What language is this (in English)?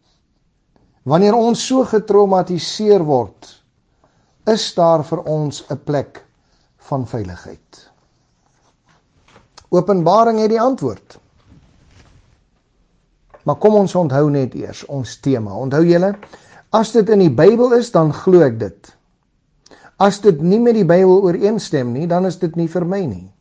Afrikaans